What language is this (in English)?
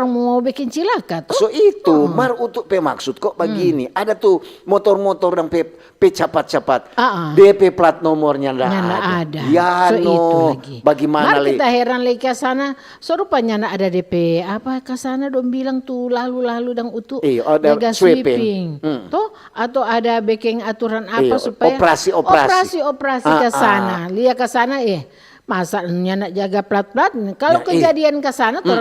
Manado Malay